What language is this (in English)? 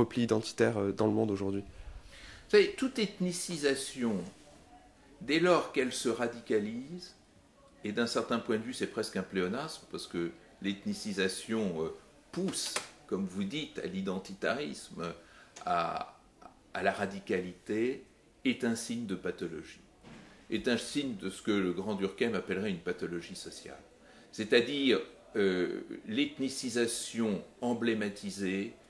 French